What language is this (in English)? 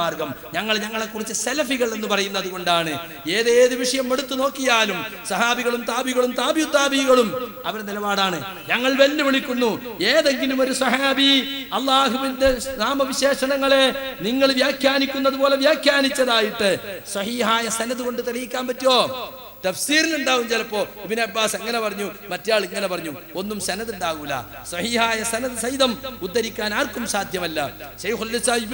Malayalam